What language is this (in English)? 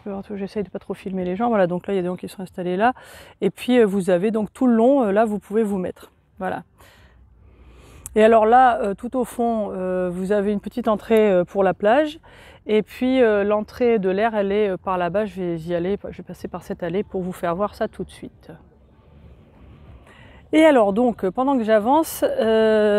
French